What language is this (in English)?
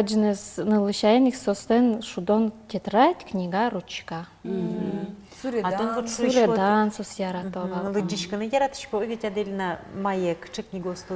Udmurt